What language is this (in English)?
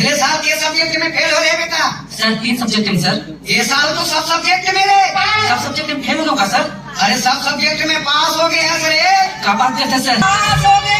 Chhattisgarhi